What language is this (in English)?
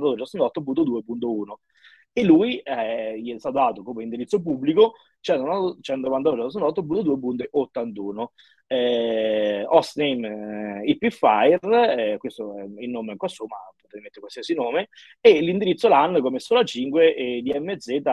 Italian